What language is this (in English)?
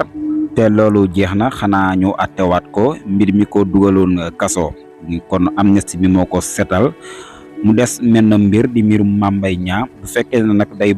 Wolof